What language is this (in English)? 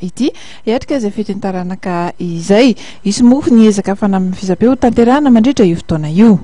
Malagasy